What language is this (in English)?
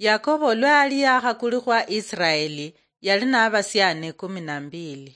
Luyia